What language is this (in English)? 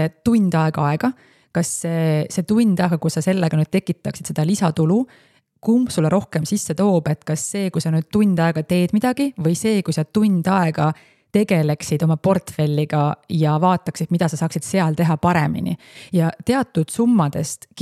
Estonian